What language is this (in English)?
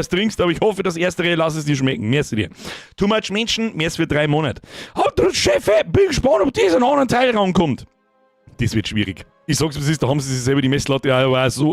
Bavarian